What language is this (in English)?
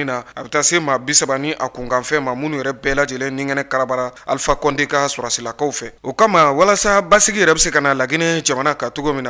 Bambara